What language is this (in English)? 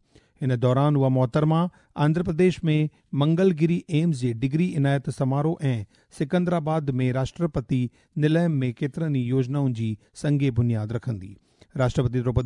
Sindhi